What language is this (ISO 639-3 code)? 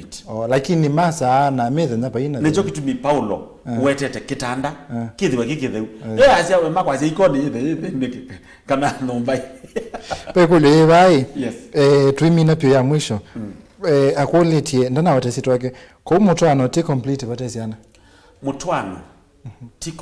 kam